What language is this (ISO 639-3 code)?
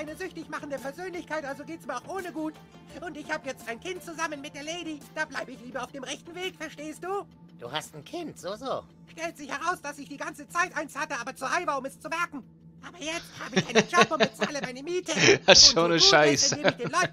gsw